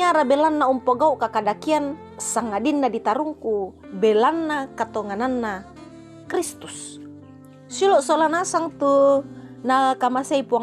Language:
Toraja-Sa'dan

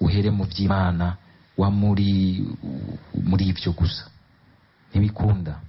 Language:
Rundi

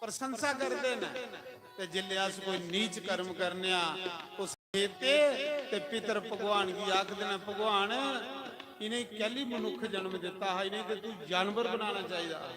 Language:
Dogri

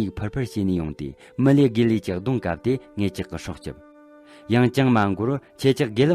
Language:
Tibetan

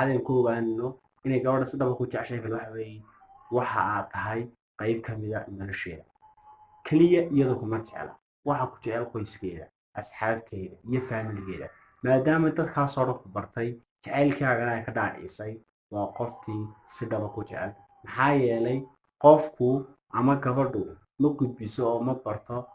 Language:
Somali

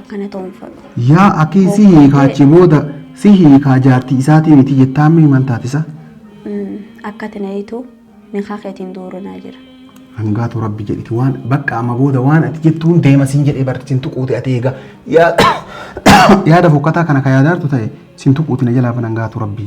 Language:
Oromo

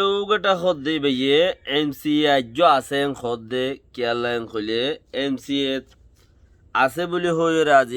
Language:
Rohingya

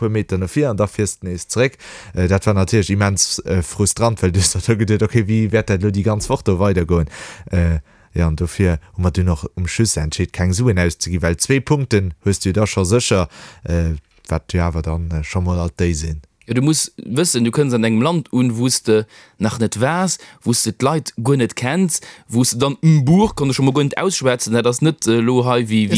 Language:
Luxembourgish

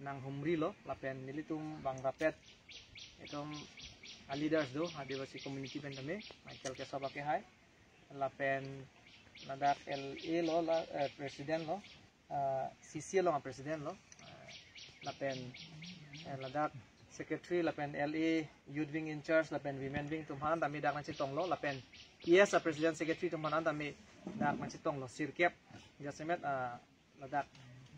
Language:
Karbi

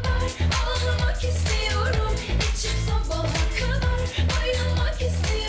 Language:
Tatar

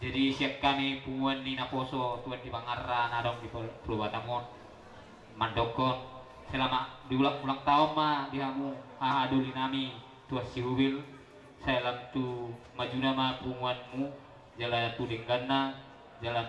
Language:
Batak Toba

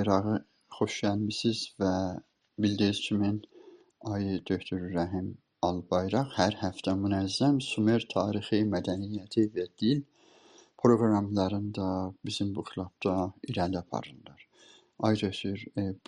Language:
South Azerbaijani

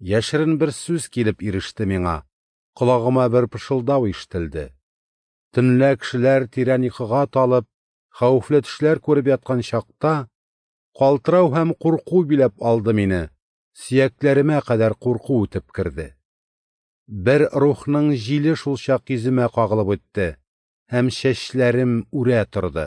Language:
Tatar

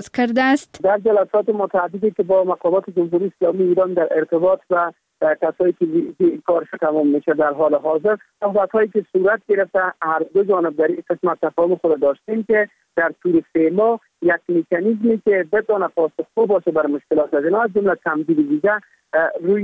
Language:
Persian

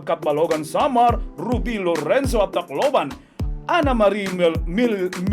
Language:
Waray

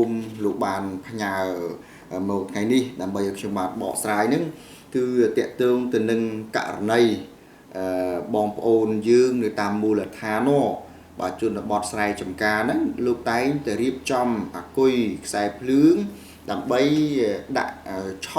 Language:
Khmer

